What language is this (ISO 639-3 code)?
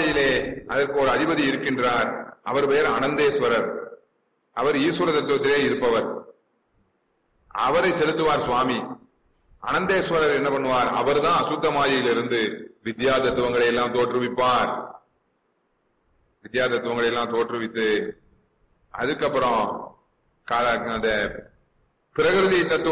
tam